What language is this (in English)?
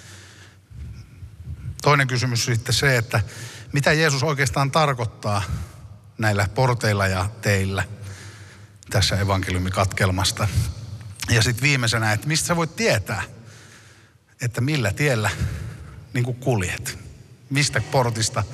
Finnish